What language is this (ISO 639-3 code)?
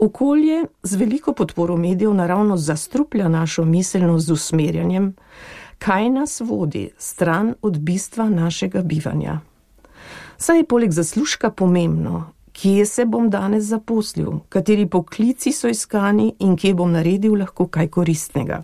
slv